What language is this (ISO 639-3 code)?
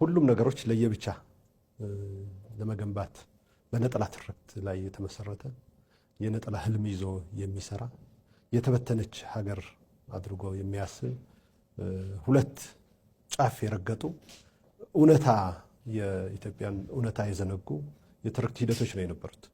amh